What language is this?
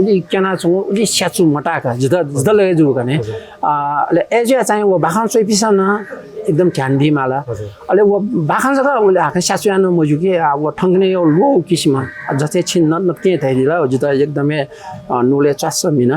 Newari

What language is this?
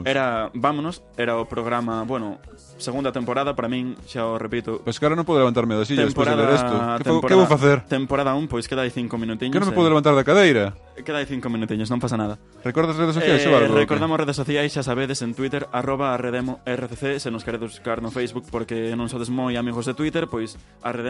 Galician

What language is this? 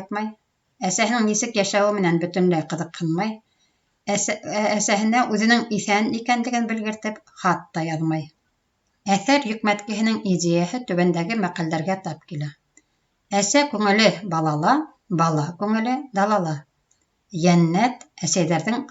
Bashkir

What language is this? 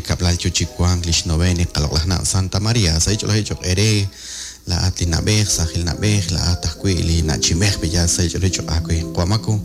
Kekchí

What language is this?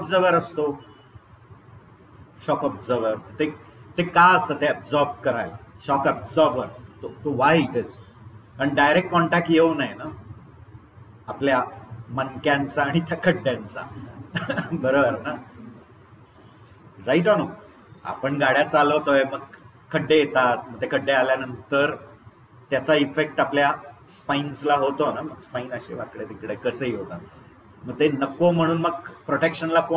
Marathi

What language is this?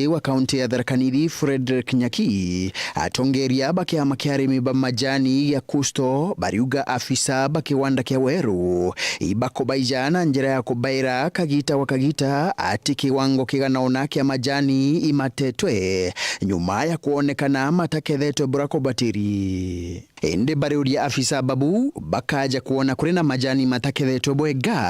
Meru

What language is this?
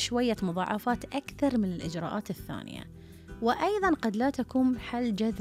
Gulf Arabic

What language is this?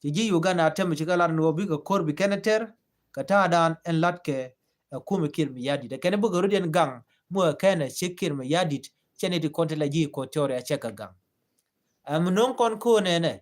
Nuer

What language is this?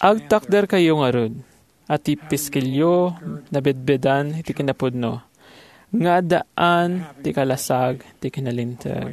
Iloko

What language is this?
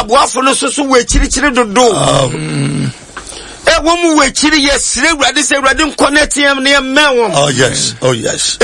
Akan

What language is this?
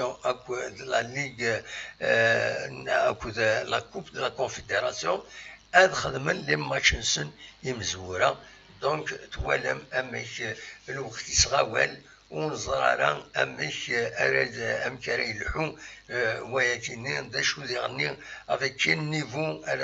Kabyle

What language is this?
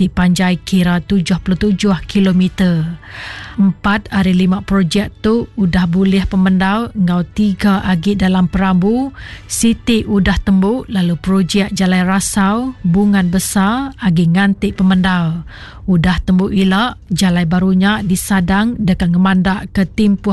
Iban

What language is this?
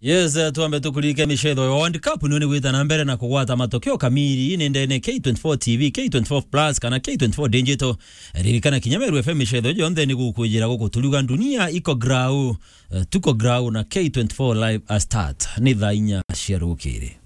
Meru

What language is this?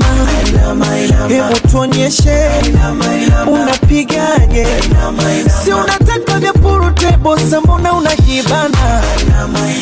Swahili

